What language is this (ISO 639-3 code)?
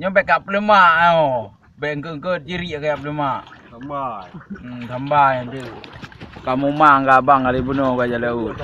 ace